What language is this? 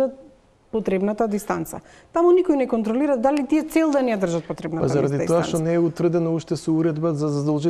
Macedonian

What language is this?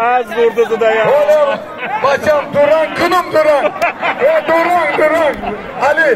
Tajik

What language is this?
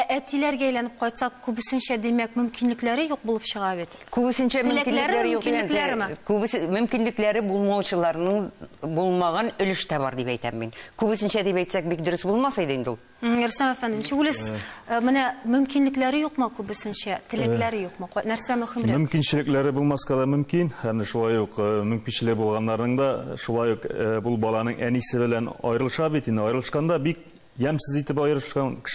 Tatar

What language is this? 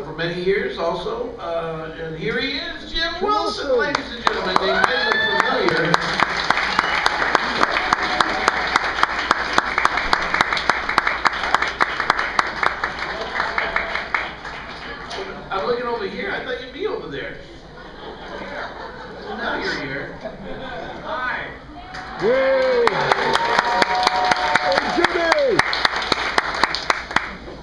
English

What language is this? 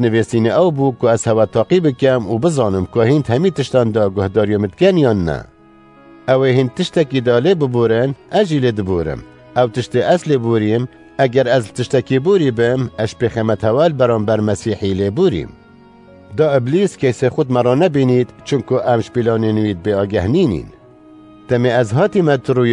Kurdish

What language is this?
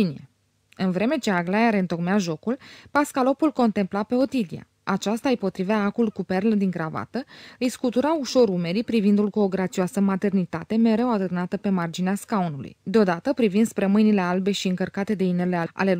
Romanian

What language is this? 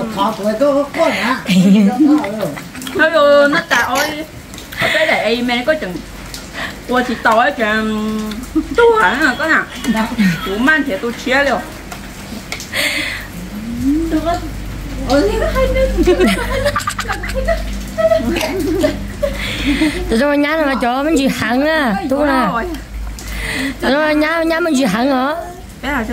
Vietnamese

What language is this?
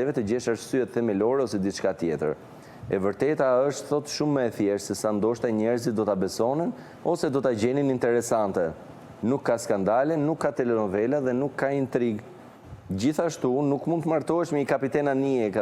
Albanian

